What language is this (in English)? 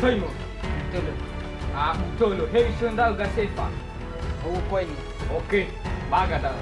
Nias